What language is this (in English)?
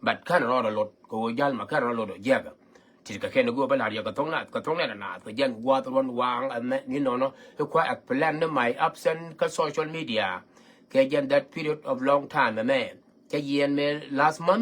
Nuer